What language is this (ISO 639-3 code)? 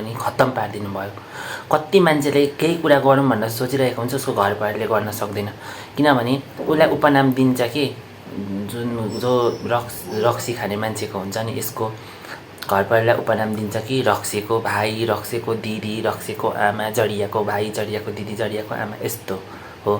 nep